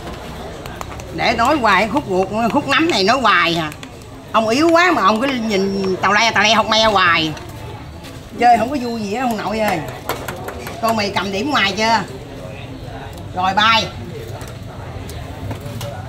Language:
Vietnamese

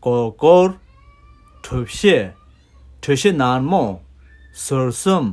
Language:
Tibetan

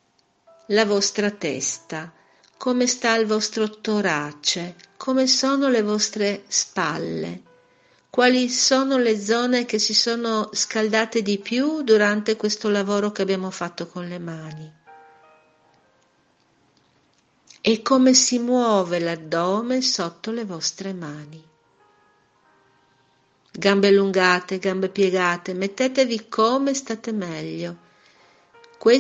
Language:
Italian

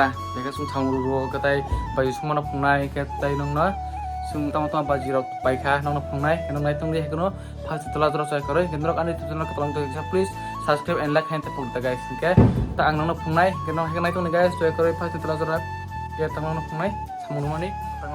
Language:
Kok Borok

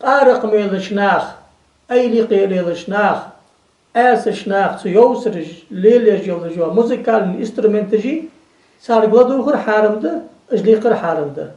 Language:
Ingush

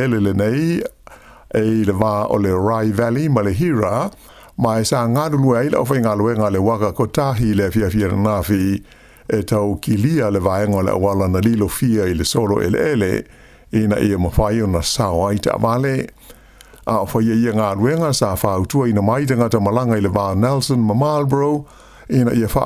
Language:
Samoan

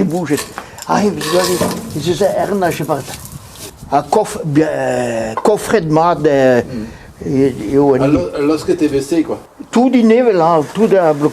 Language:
Breton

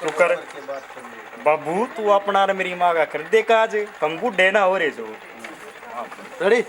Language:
Haryanvi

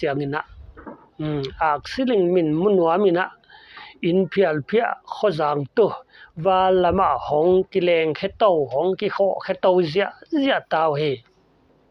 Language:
Paite Chin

